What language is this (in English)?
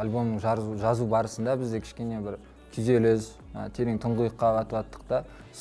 Kazakh